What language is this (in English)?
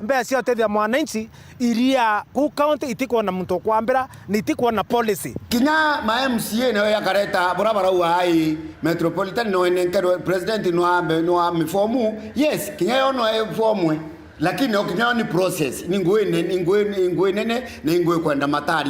Meru